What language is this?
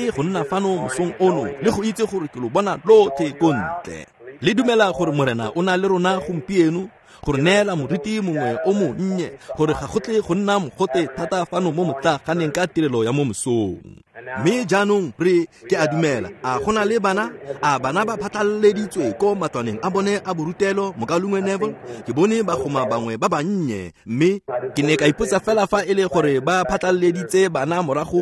Tswana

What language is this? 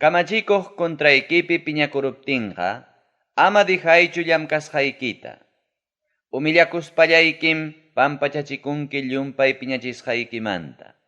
Ayacucho Quechua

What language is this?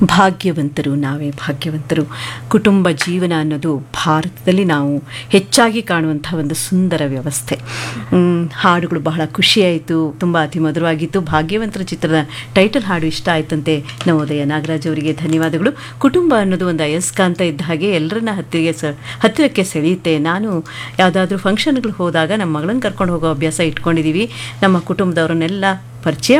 Kannada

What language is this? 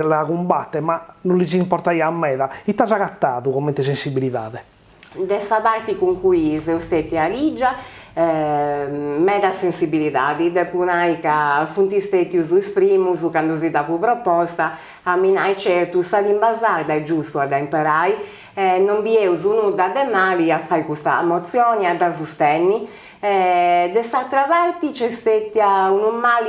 Sardinian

